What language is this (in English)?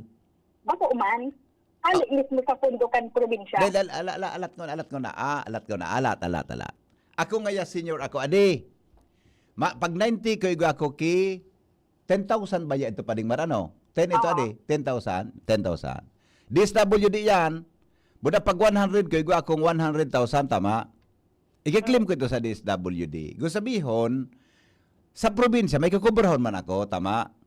Bikol